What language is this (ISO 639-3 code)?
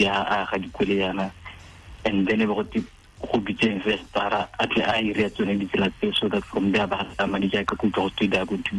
tsn